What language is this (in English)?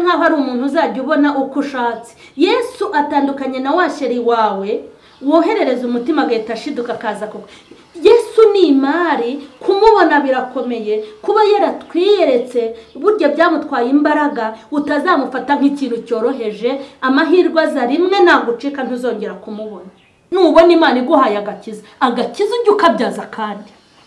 Kinyarwanda